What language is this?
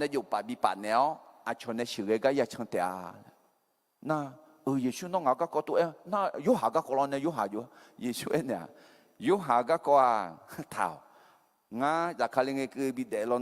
Akha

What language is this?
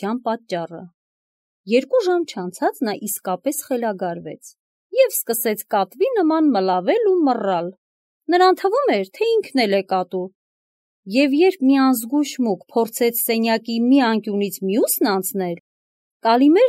Armenian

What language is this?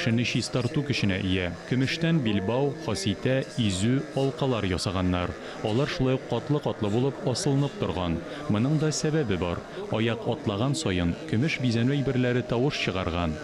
Tatar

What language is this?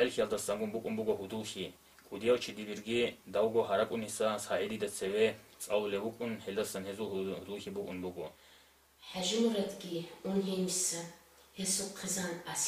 Avaric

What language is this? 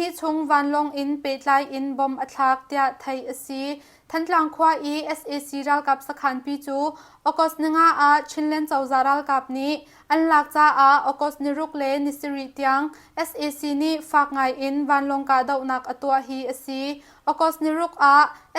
Hakha Chin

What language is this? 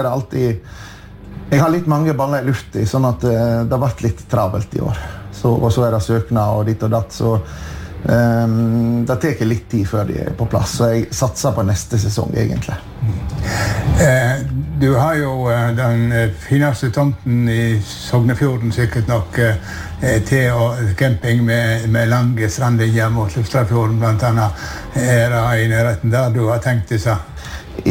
Norwegian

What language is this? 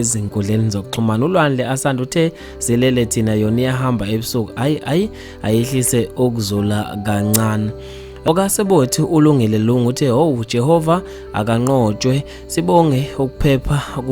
Zulu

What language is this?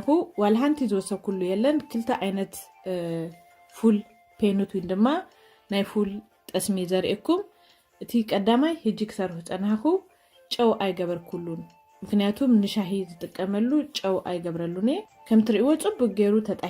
Tigrinya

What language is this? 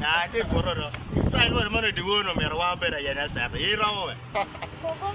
Acoli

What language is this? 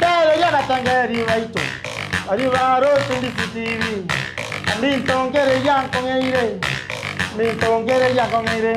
Gusii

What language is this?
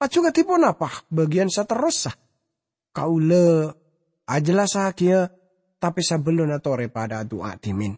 Madurese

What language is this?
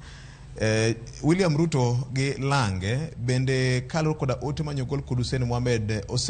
Luo (Kenya and Tanzania)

